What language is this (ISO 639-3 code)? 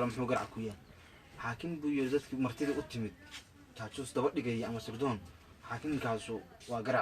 som